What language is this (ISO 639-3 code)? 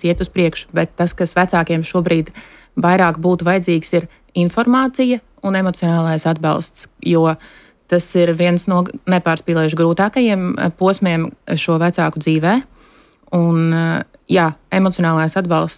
lav